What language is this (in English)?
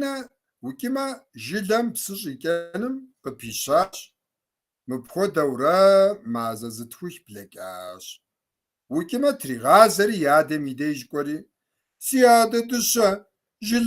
Kabardian